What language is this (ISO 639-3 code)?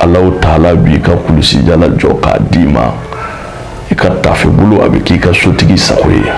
bam